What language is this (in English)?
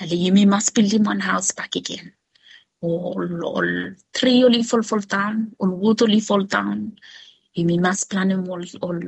Bislama